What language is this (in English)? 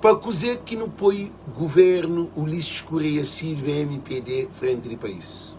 Kabuverdianu